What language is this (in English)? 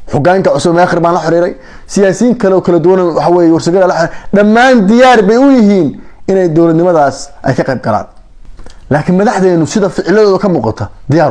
Somali